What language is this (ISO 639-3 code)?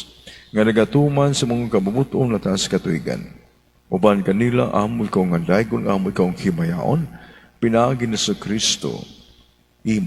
ceb